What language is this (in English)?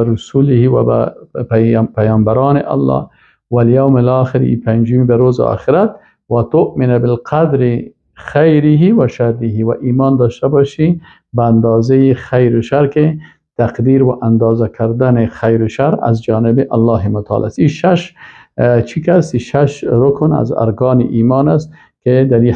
Persian